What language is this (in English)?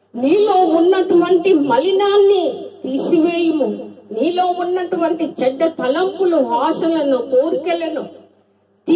Telugu